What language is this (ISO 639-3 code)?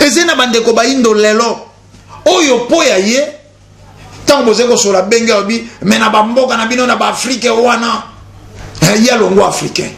lin